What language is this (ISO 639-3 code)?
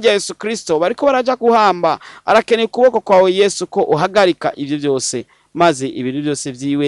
run